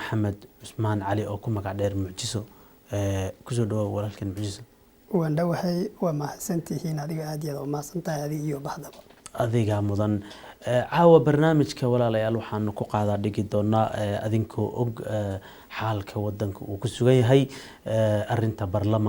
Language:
Somali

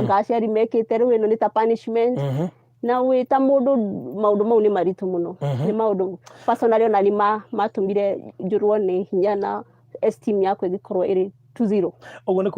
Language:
Kikuyu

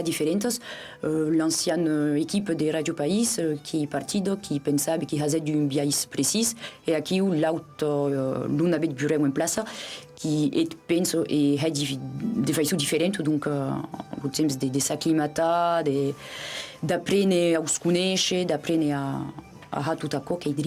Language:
Occitan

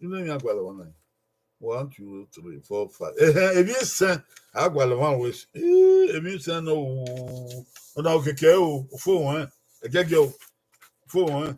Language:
Bini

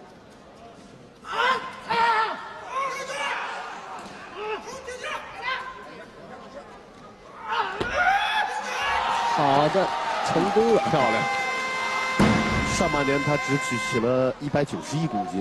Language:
Chinese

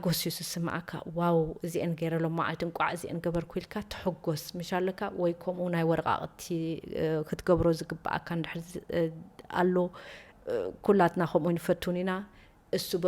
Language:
Tigrinya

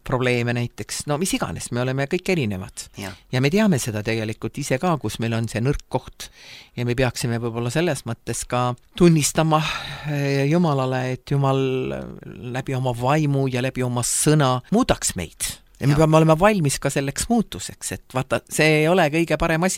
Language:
Estonian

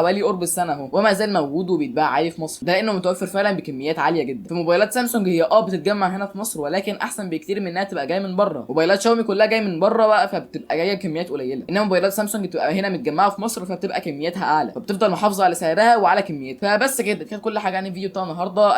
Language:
Egyptian Arabic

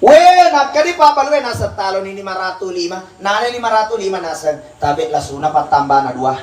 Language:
Buginese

